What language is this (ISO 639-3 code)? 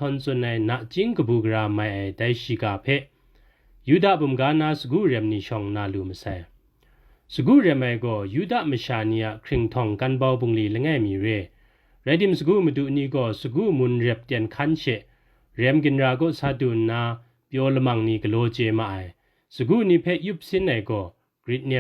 kac